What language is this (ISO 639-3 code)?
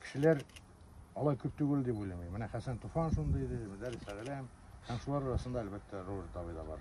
tat